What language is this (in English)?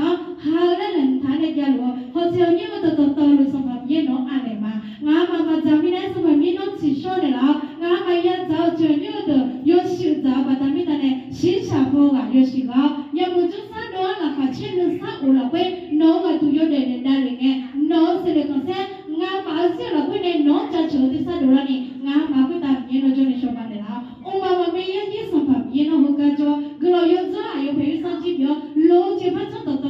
Akha